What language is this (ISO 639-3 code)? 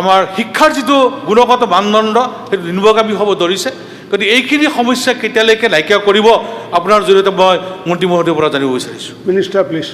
asm